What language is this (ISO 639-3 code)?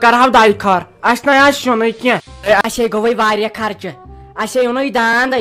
kas